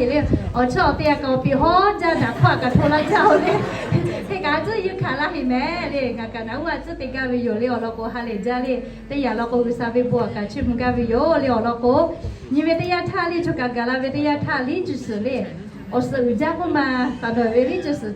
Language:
Lahu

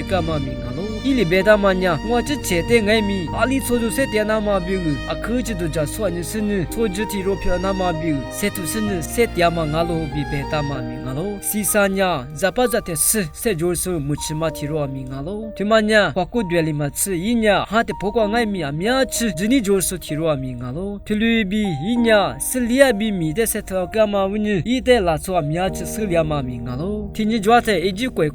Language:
Lisu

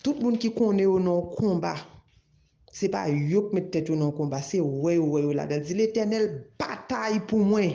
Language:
Haitian Creole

